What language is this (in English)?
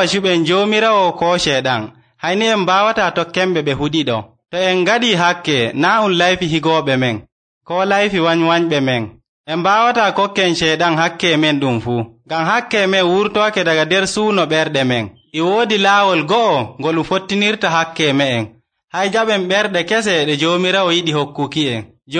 Nigerian Fulfulde